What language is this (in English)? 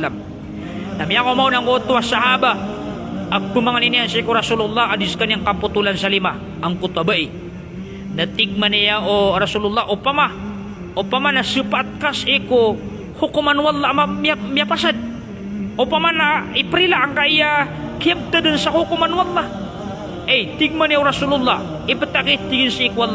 Maranao